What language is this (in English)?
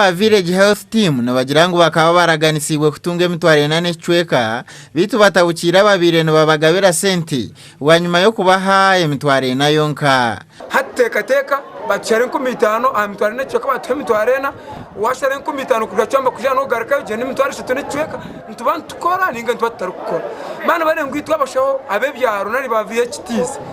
Nyankole